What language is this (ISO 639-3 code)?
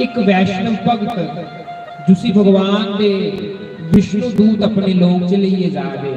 doi